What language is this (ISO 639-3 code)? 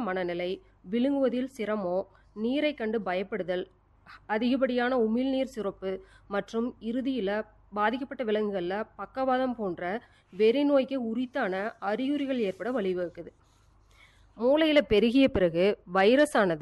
tam